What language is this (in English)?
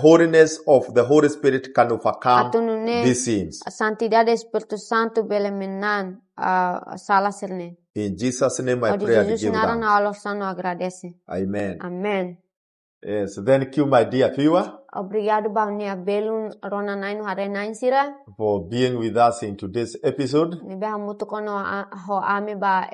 Tetum